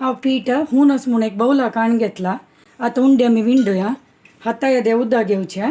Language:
Konkani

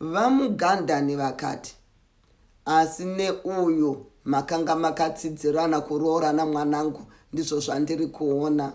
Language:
Shona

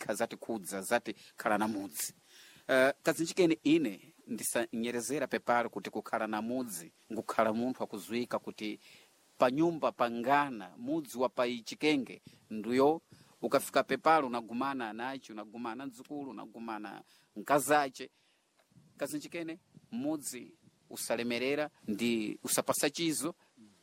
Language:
Sena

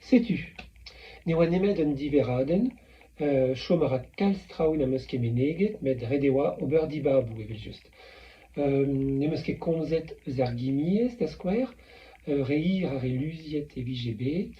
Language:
Breton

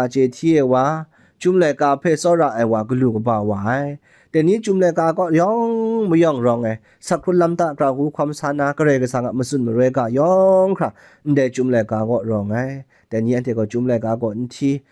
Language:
Kachin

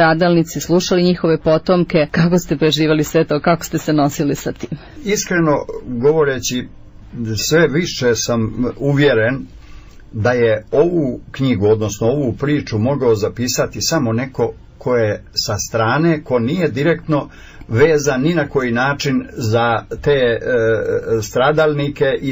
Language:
Serbian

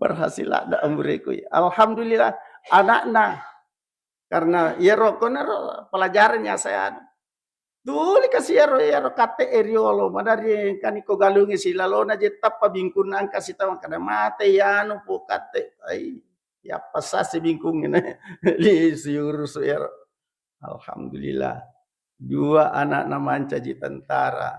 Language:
Buginese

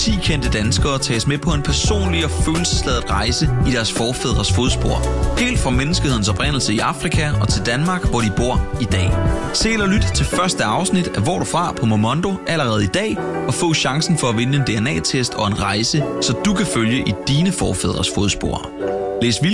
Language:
Danish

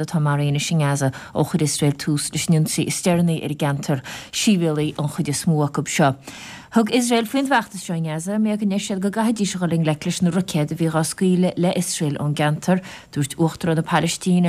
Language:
Irish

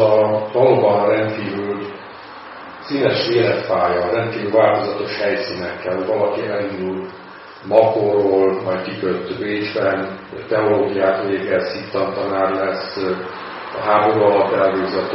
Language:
Hungarian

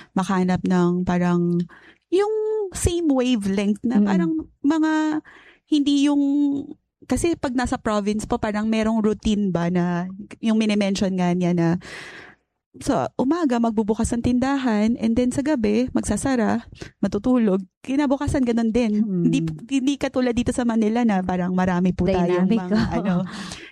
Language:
Filipino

